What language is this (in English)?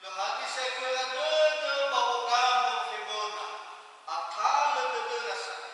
Nias